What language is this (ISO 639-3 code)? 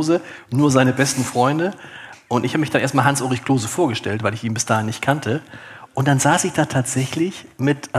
deu